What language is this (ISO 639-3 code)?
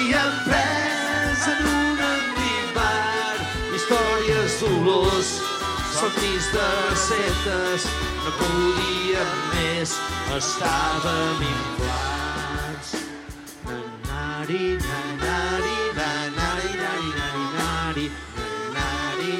cat